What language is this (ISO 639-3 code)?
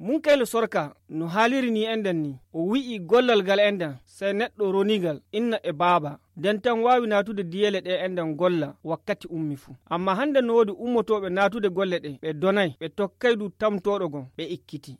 ful